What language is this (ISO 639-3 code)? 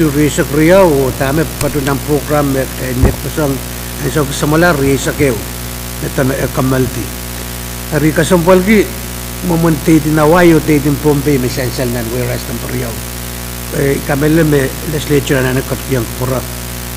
pon